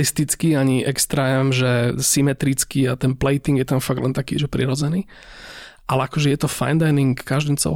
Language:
Slovak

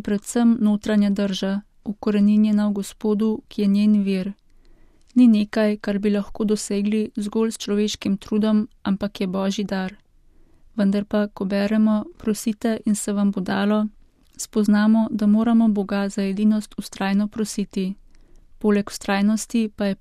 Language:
Slovenian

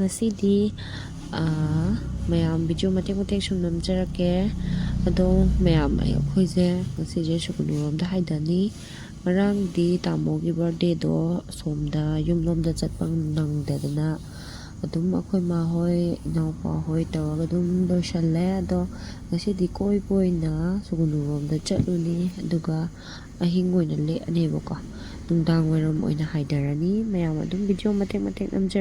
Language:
Manipuri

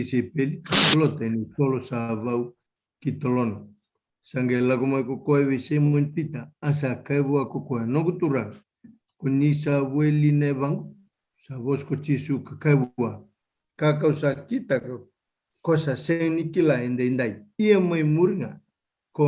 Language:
Fijian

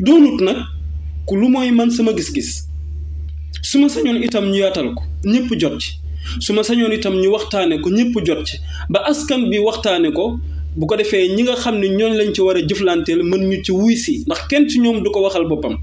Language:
Wolof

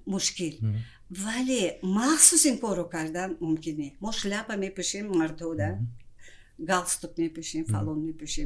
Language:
Tajik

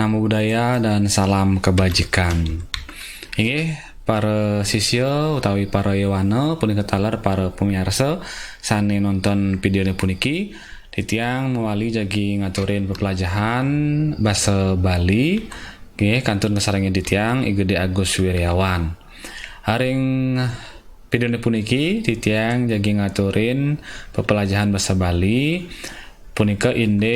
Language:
Balinese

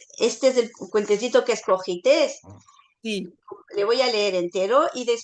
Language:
Ladino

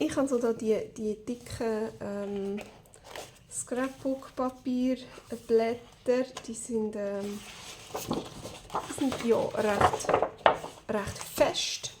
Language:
Swiss German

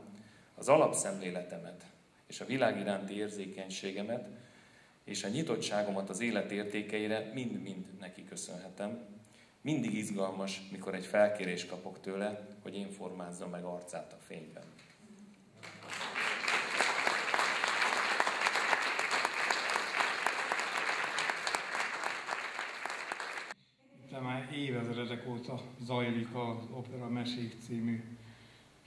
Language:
Hungarian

